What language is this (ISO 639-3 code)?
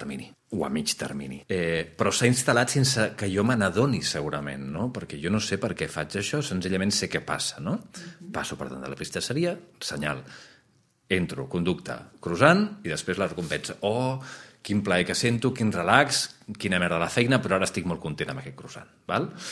cat